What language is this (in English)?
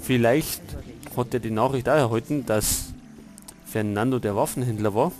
Bavarian